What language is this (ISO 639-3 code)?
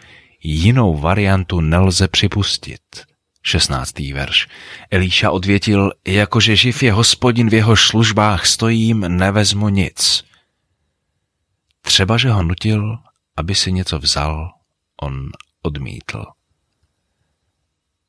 ces